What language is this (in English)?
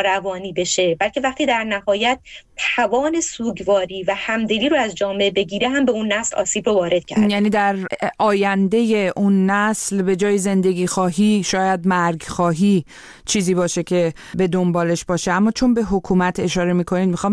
Persian